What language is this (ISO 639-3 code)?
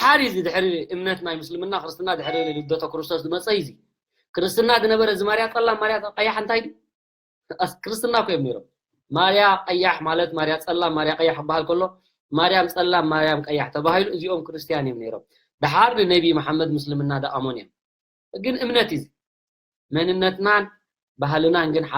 tir